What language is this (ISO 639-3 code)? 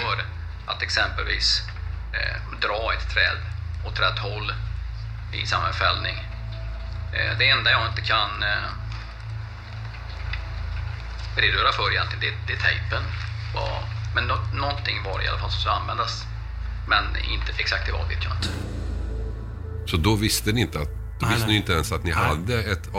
swe